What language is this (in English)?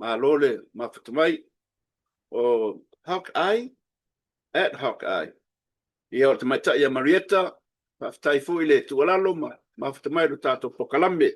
Samoan